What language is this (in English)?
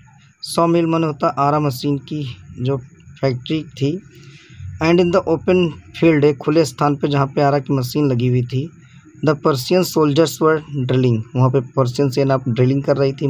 Hindi